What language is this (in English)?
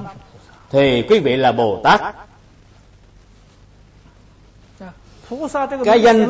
Vietnamese